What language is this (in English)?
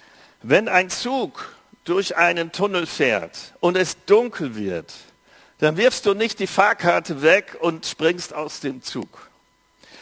German